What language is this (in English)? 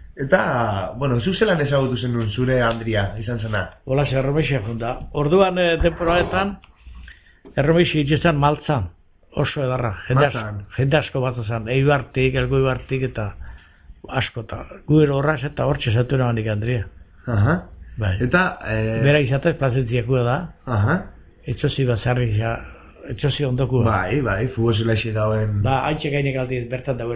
Basque